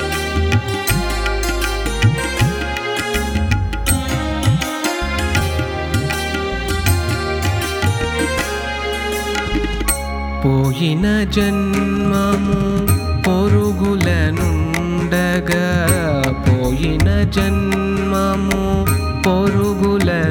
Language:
Telugu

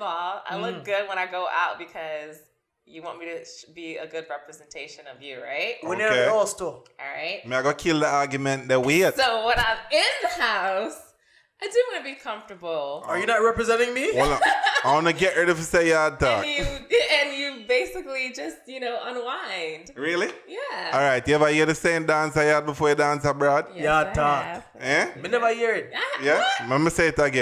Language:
Jamaican Creole English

